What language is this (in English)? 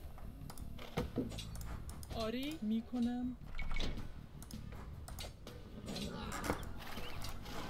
Persian